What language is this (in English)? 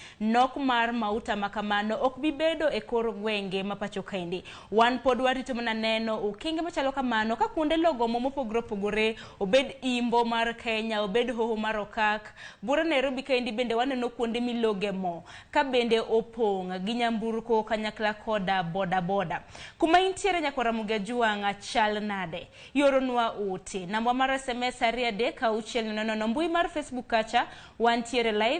Luo (Kenya and Tanzania)